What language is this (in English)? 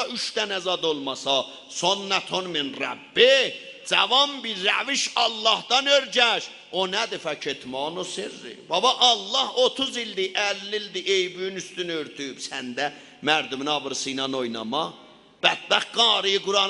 South Azerbaijani